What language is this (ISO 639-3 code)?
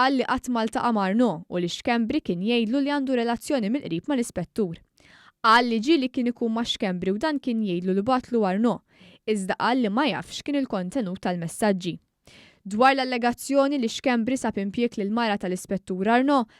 mlt